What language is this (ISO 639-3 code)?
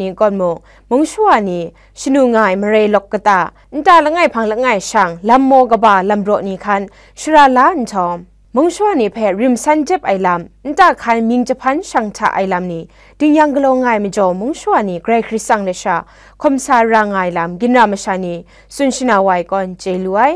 kac